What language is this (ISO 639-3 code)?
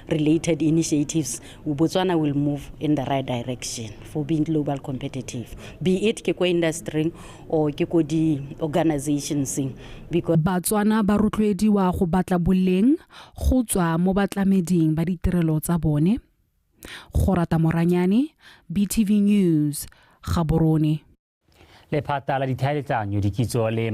tsn